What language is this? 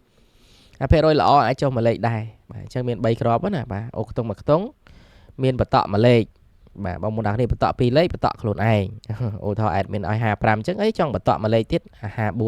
Khmer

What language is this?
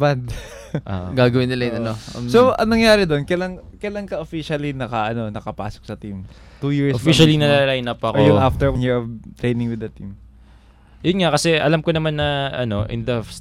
Filipino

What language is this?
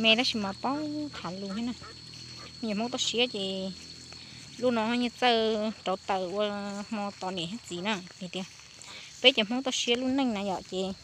Hmong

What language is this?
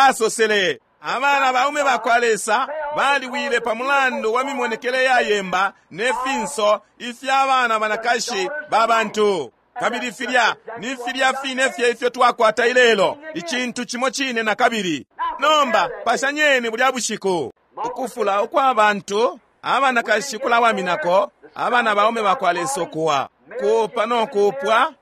Bemba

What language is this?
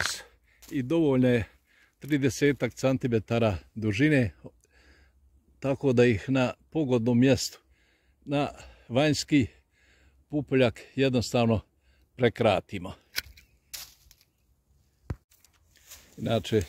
Croatian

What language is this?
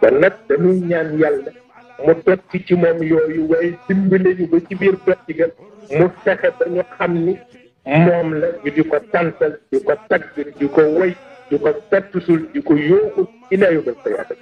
Wolof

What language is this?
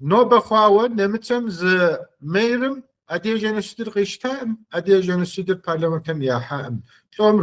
Kabardian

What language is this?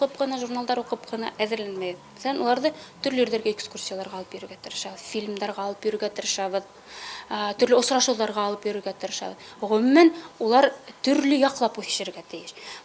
Bashkir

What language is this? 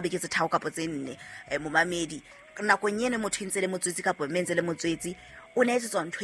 Southern Sotho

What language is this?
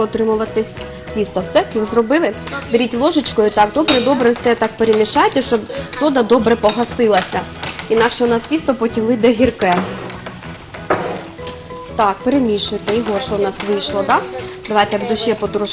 Ukrainian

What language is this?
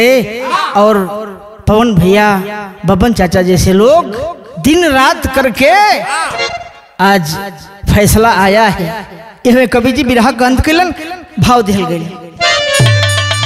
Bhojpuri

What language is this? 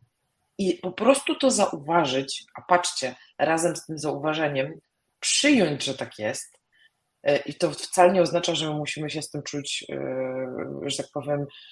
Polish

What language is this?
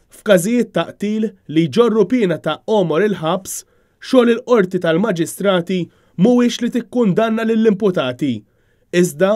Maltese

